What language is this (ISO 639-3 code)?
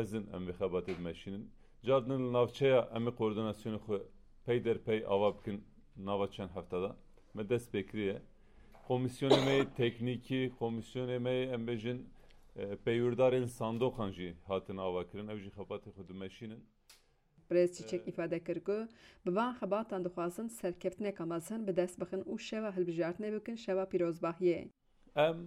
kur